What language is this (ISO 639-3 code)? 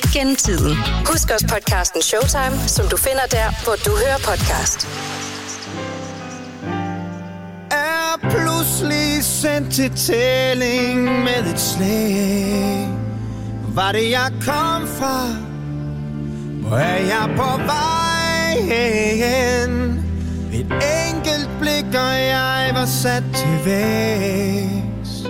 dan